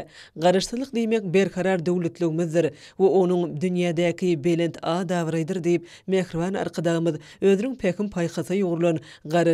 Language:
Turkmen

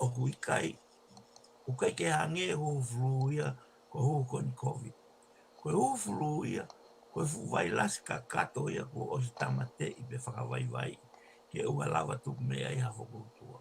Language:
Tongan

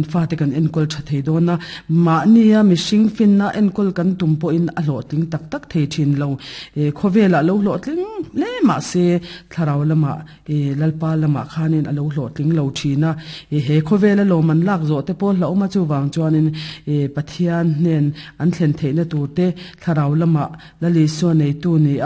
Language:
Mizo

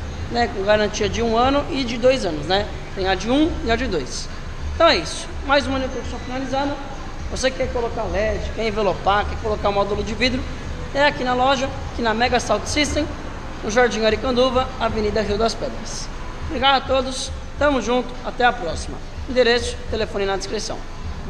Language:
Portuguese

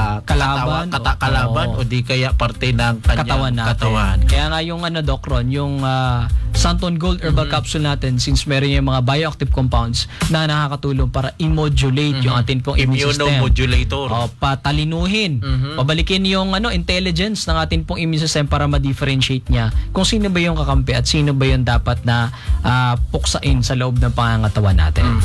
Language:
Filipino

